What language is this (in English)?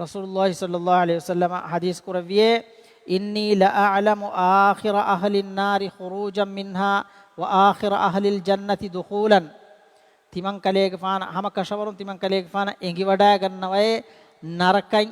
Divehi